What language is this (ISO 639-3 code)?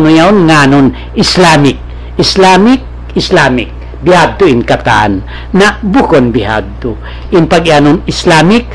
tsg